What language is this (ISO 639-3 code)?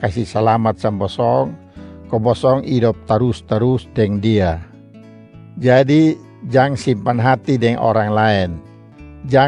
mkn